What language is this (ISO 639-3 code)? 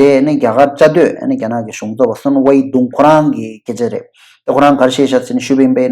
bod